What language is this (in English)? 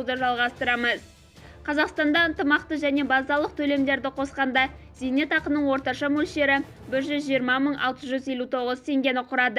Kazakh